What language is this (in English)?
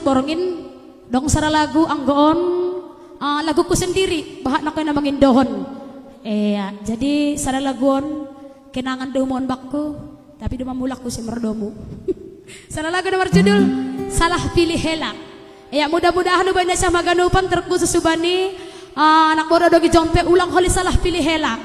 Batak Simalungun